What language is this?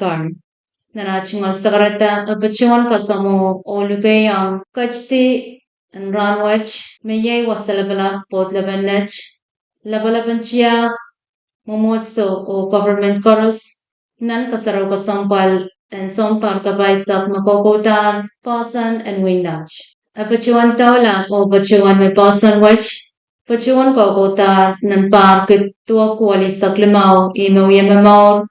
Pohnpeian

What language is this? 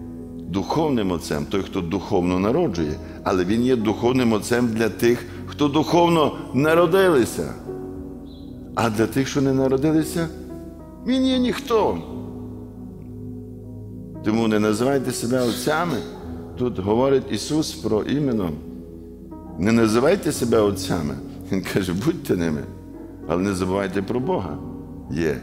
Ukrainian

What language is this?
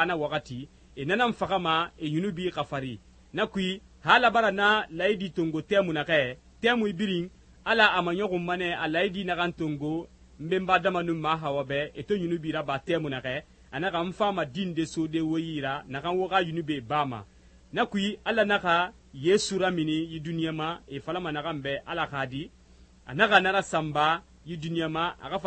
Susu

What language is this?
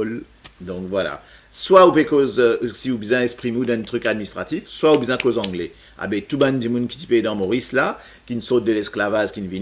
Morisyen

